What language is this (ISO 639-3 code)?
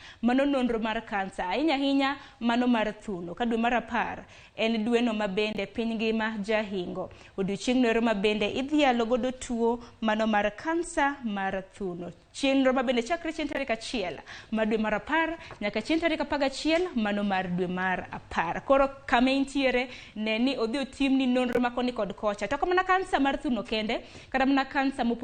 luo